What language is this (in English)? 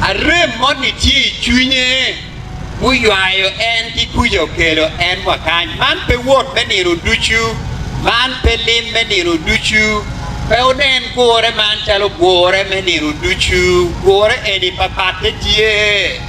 Acoli